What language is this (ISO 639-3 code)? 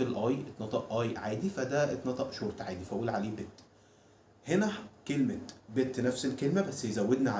arz